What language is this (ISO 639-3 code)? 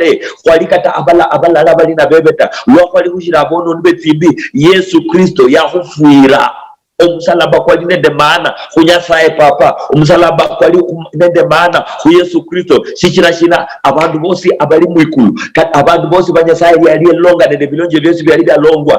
luy